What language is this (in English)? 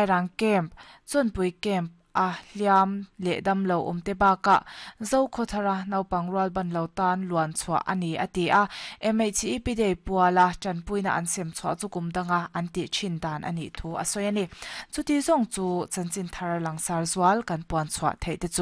Mizo